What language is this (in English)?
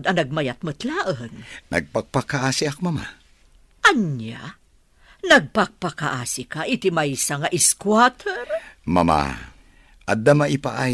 Iloko